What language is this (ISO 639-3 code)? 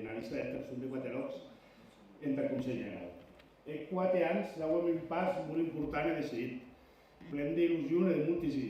oci